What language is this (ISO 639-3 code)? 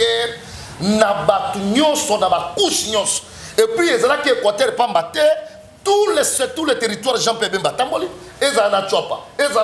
lin